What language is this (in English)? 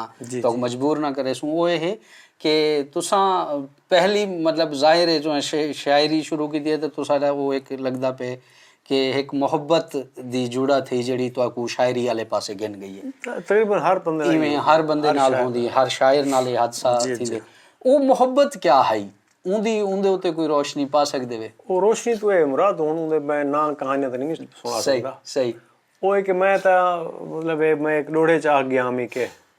Saraiki